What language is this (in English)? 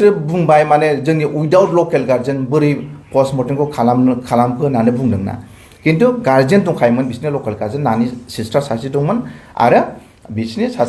Bodo